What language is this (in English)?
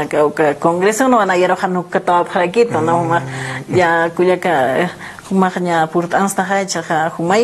Aymara